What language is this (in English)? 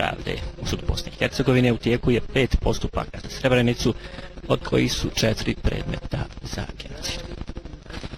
Bosnian